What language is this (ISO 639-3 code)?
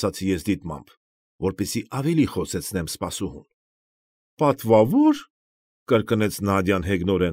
hye